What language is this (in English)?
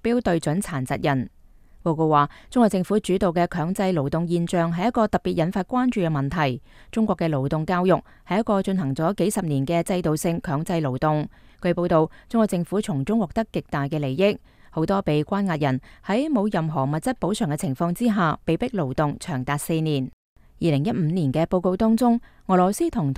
Cantonese